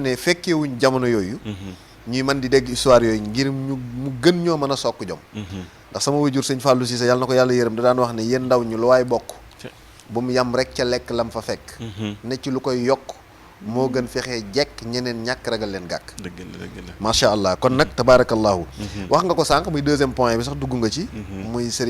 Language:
Wolof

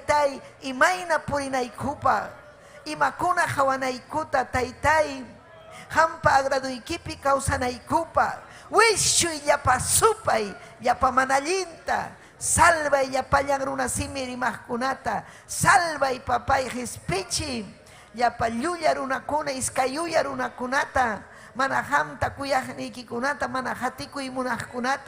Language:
Ayacucho Quechua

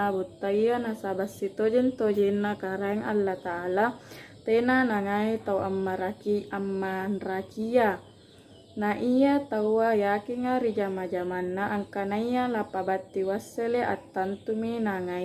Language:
Makasar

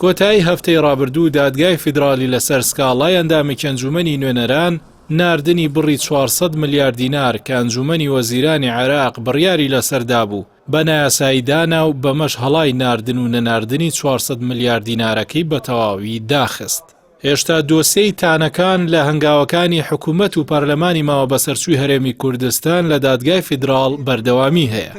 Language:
Central Kurdish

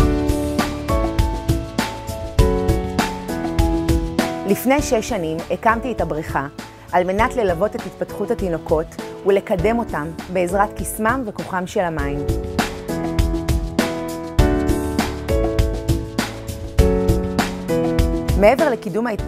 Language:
Hebrew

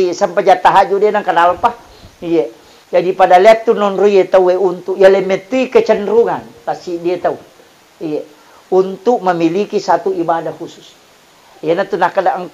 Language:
Buginese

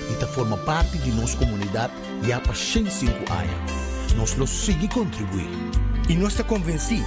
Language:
Papiamento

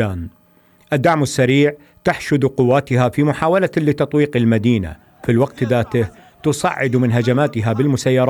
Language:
Arabic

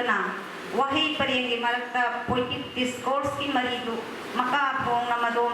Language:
Manipuri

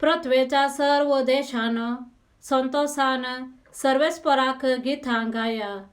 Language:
Konkani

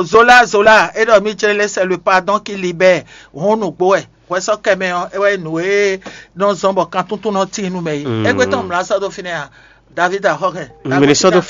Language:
Fon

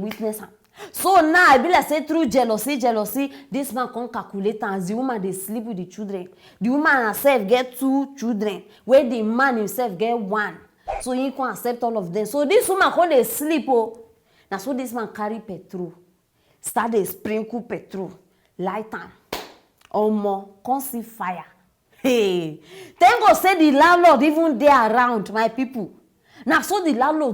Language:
Nigerian Pidgin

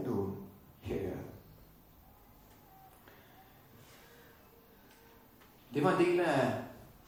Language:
Danish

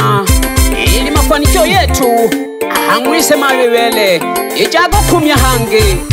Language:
Swahili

